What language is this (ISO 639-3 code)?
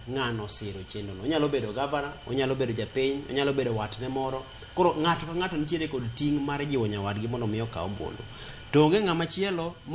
luo